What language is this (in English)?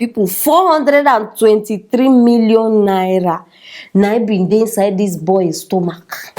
Nigerian Pidgin